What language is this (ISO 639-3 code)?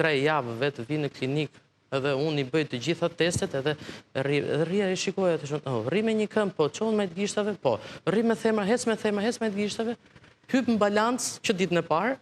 sqi